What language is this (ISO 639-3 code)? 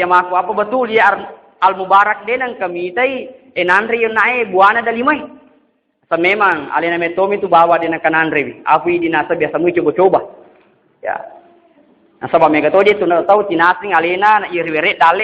bug